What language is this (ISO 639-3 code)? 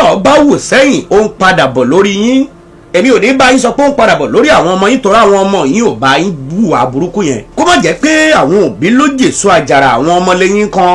yor